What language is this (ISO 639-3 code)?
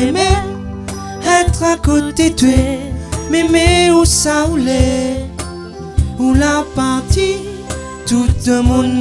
rcf